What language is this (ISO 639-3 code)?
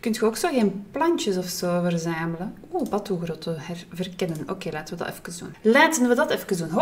nld